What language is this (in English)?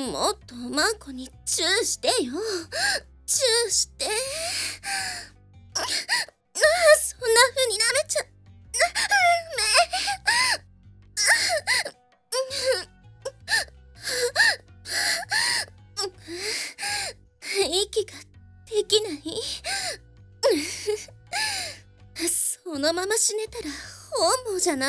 Japanese